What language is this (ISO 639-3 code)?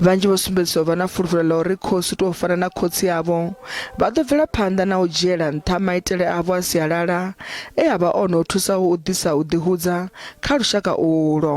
ven